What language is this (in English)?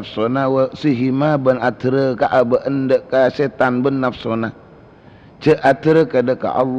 Madurese